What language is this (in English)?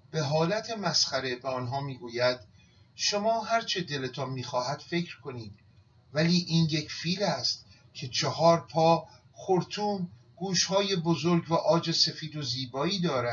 Persian